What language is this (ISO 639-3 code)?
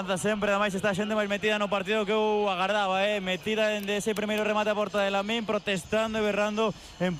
glg